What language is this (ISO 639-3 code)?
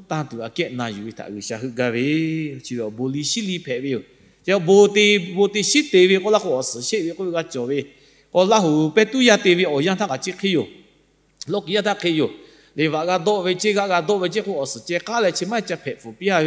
lhu